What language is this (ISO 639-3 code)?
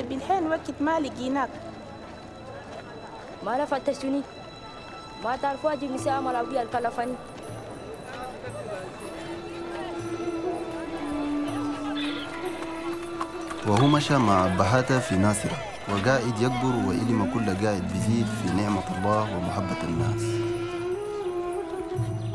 shu